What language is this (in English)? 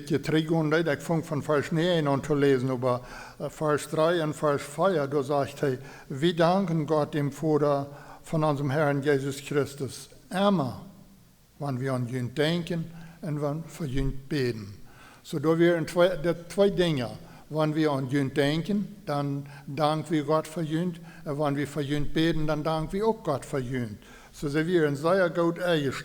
Plautdietsch